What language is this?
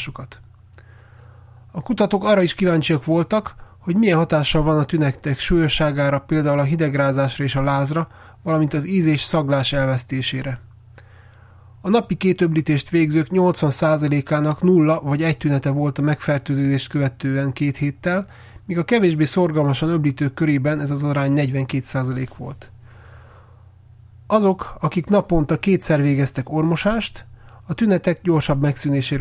Hungarian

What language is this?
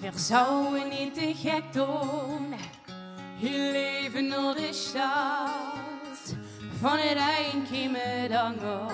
Limburgish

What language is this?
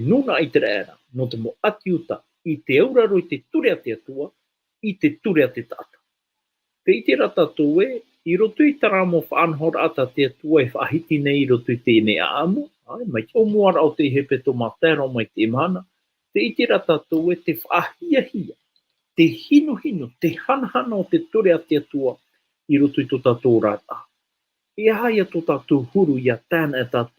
Tahitian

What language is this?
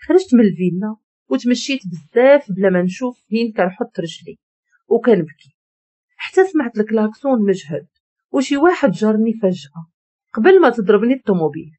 Moroccan Arabic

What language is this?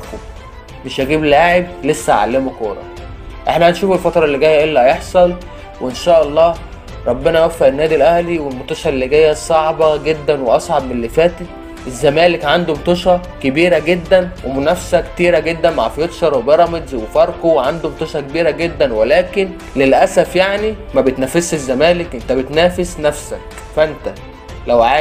Egyptian Arabic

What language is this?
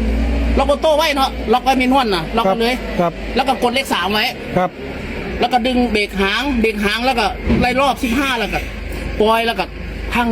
Lao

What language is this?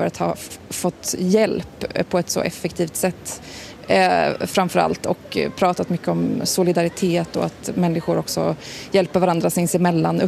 Swedish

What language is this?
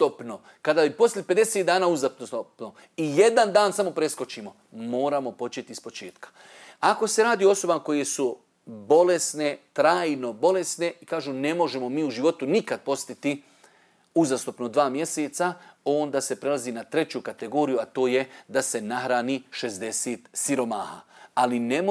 Bosnian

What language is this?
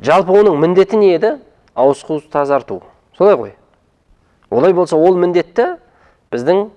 Kazakh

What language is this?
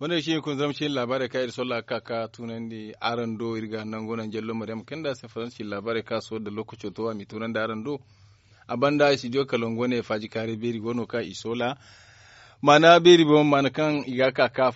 Zarma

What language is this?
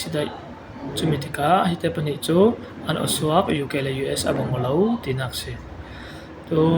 Falam Chin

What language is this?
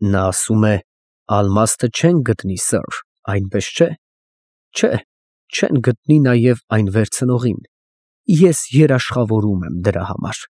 Armenian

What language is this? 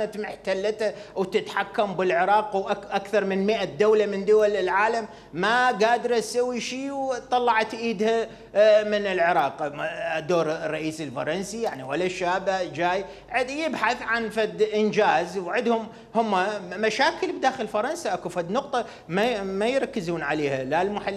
Mesopotamian Arabic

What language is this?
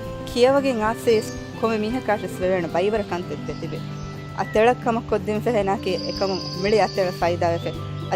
Divehi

